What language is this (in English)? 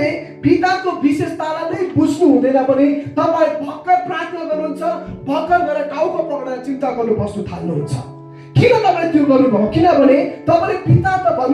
Nepali